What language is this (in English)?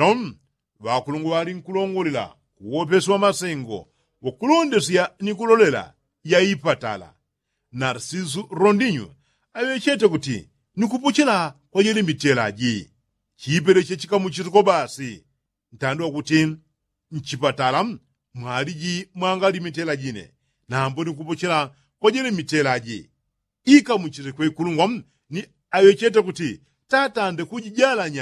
Yao